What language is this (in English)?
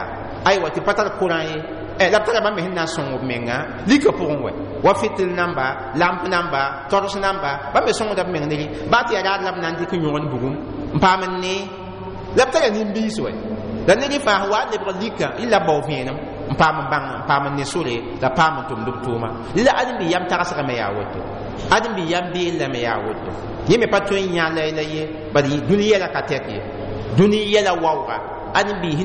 Mossi